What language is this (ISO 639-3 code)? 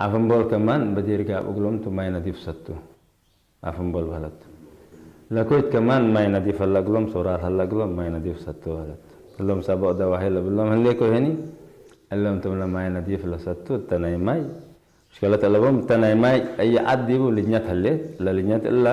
tig